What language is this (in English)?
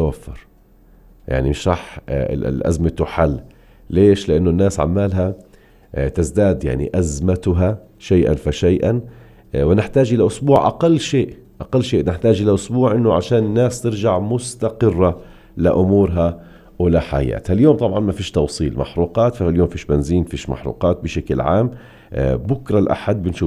North Levantine Arabic